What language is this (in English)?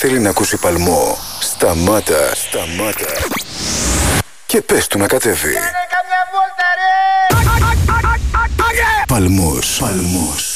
Greek